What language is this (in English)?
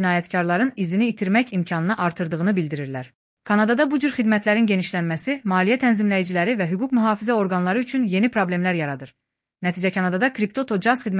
Azerbaijani